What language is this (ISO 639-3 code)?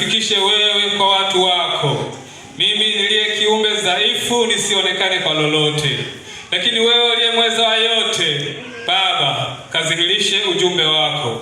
swa